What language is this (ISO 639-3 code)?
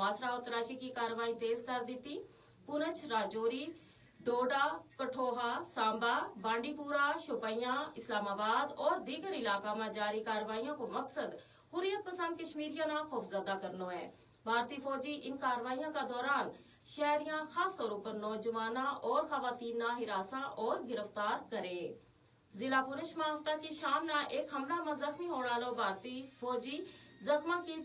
gju